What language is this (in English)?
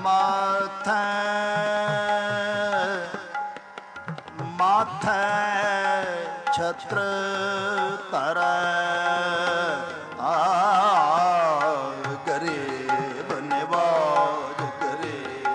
Punjabi